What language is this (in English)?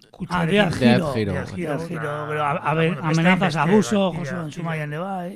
Basque